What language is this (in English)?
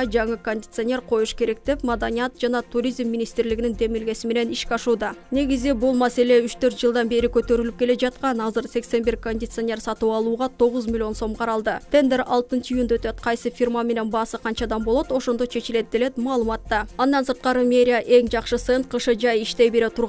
Kyrgyz